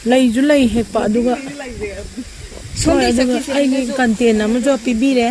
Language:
Manipuri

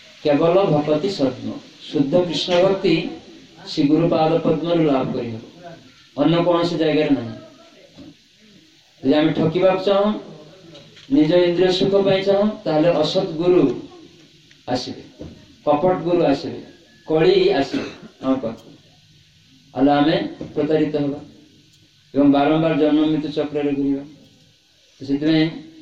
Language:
Odia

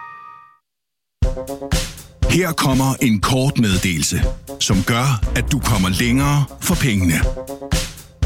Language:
Danish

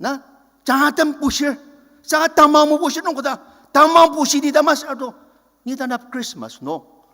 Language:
Ao Naga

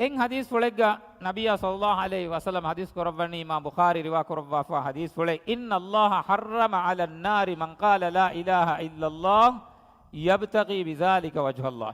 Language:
Divehi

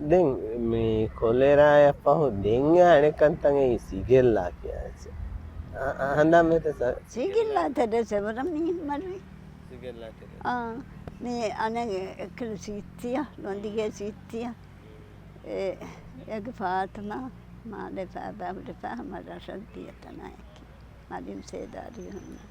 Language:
Divehi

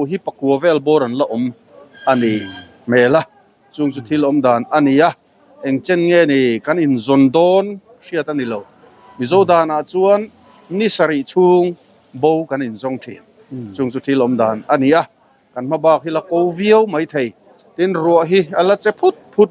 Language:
Mizo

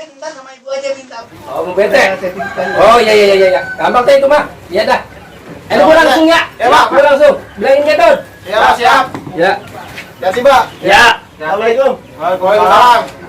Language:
Betawi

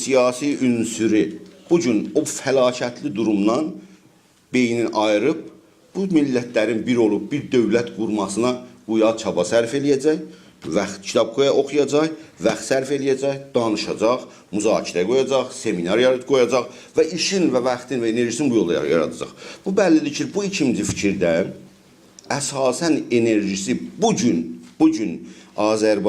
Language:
South Azerbaijani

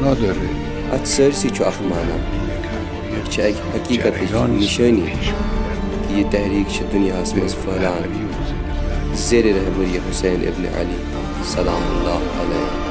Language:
Kashmiri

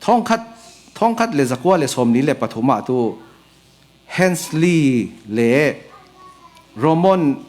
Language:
Falam Chin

